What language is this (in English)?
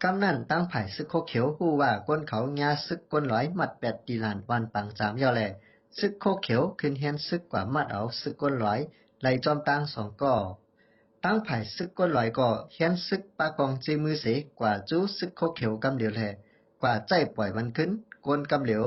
Shan